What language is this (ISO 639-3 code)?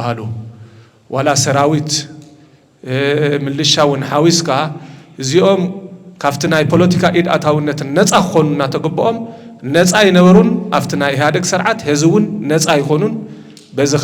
tir